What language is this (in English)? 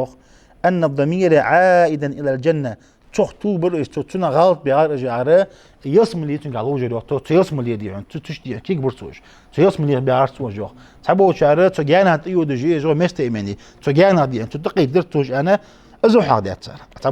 Ingush